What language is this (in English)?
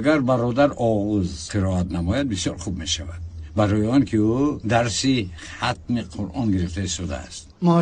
Tajik